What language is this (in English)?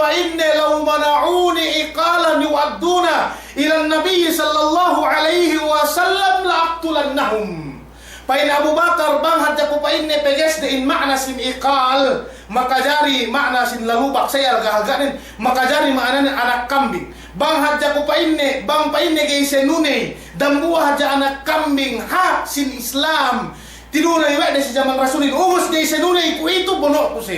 Yakan